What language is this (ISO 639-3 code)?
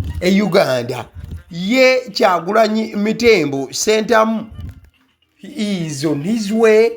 lug